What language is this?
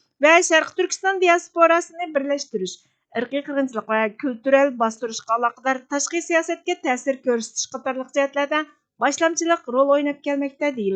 Uyghur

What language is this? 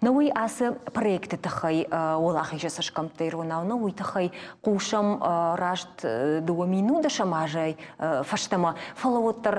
Ossetic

